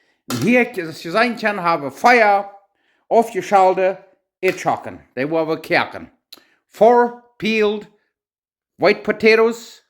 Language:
Plautdietsch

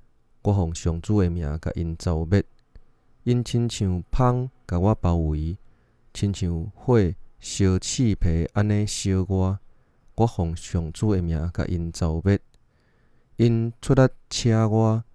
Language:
Min Nan Chinese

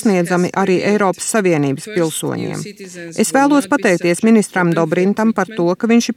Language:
Latvian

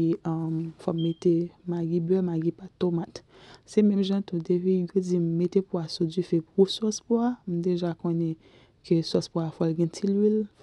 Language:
Haitian Creole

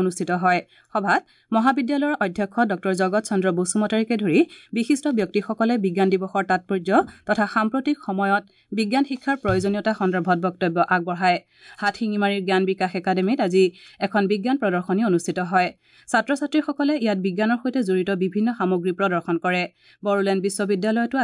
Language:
Assamese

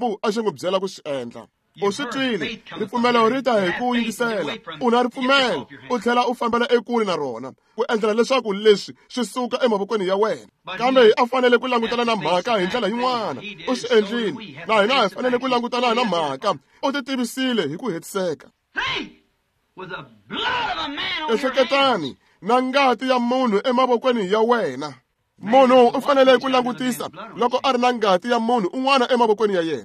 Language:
Tsonga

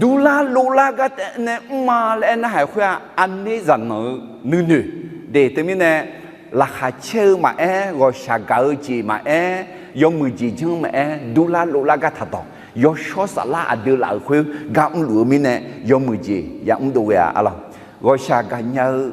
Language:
Akha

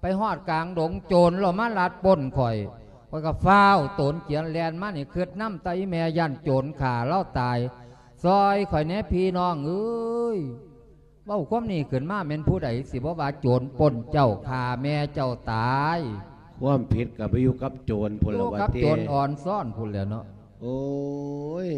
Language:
Lao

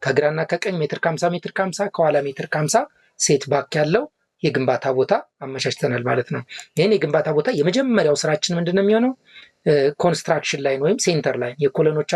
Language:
Amharic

